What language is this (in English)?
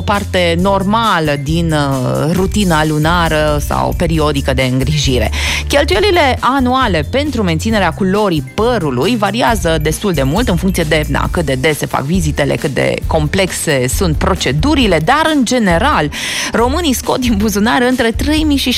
Romanian